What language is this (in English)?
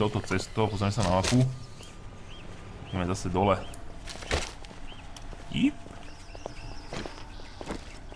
Slovak